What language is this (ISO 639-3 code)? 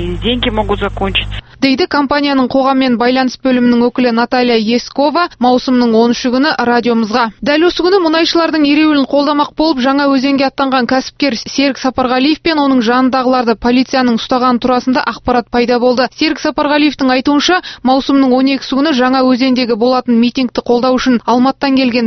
kaz